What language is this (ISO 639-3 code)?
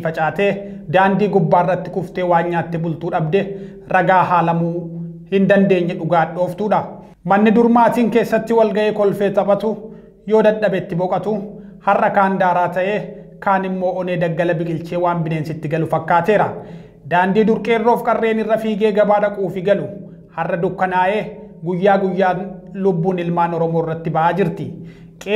orm